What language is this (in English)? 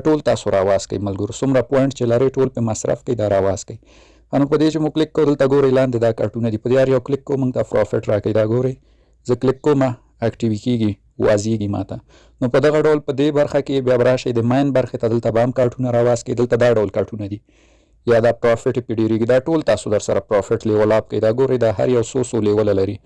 Pashto